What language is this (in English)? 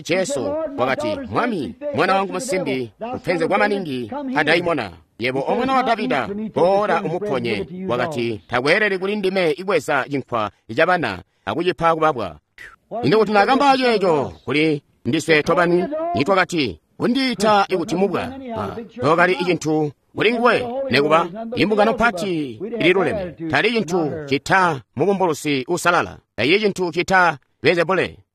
Tonga (Zambia)